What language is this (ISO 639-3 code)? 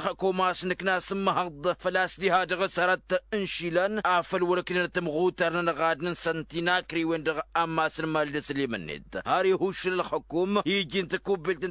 taq